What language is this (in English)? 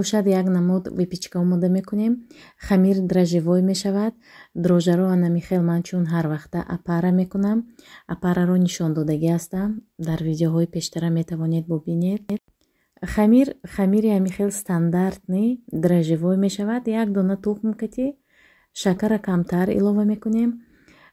Tajik